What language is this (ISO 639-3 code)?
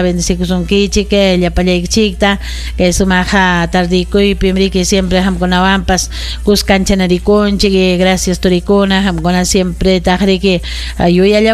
quy